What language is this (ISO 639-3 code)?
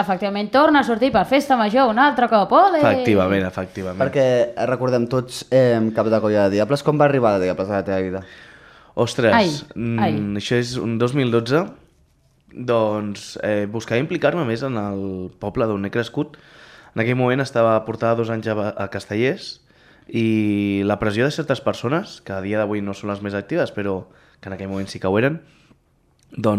cat